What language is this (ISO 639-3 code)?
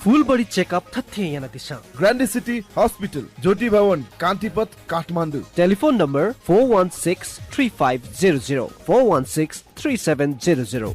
new